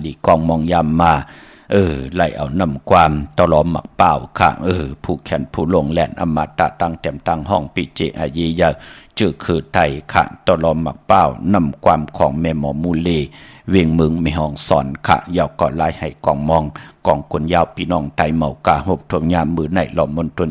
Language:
Shan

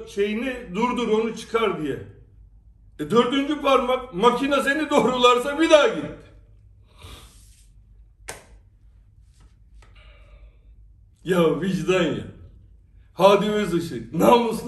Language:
Turkish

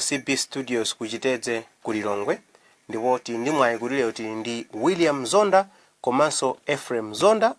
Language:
Nyanja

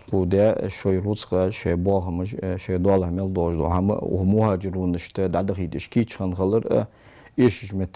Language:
Ingush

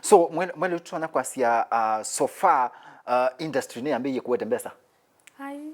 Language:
Kamba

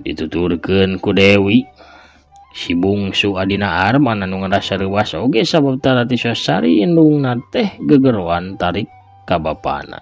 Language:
Sundanese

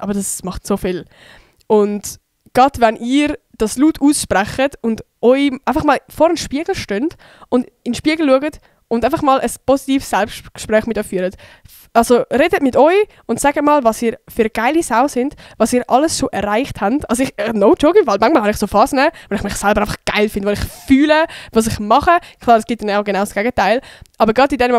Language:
Swiss German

